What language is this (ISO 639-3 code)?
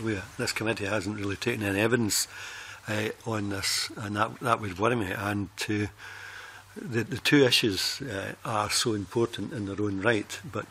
eng